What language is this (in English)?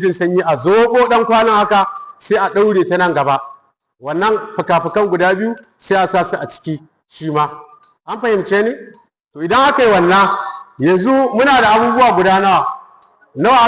Hausa